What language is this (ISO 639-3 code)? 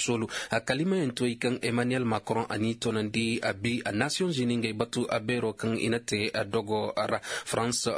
ses